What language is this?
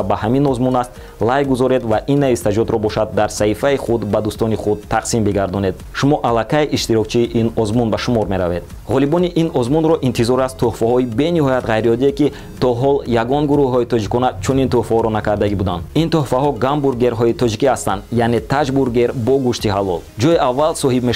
Tajik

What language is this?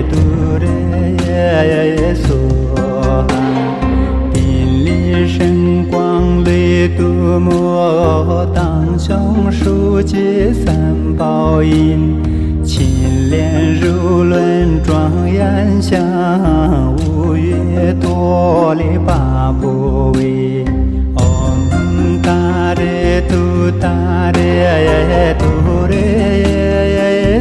Chinese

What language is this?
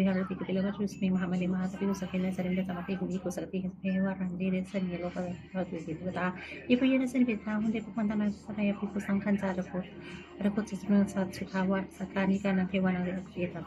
Pali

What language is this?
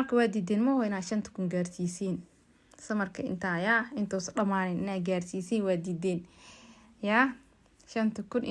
Somali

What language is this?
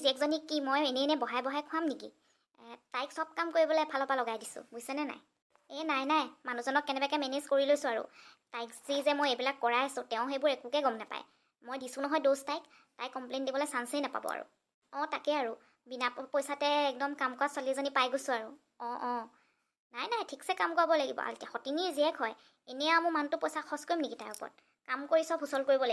Assamese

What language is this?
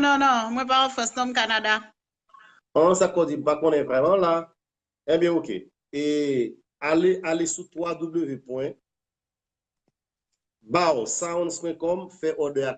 Haitian Creole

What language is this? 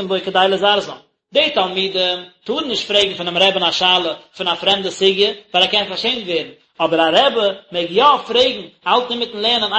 Yiddish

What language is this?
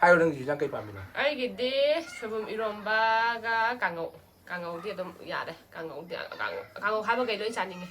Manipuri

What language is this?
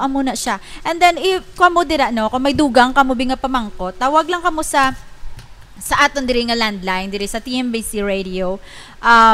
Hiligaynon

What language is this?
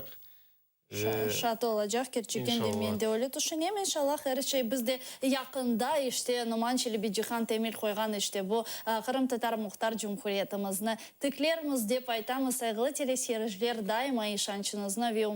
Crimean Tatar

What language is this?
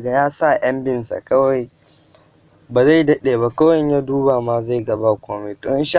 Hausa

